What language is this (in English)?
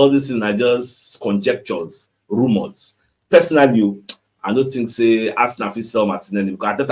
Nigerian Pidgin